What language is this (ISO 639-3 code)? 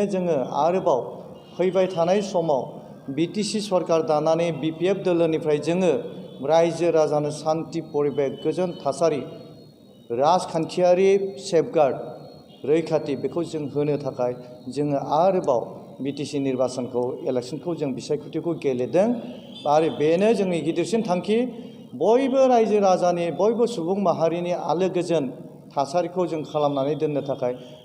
brx